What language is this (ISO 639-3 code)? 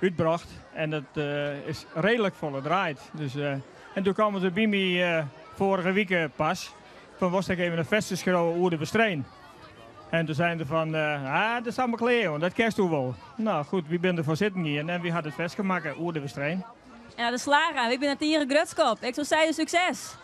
fry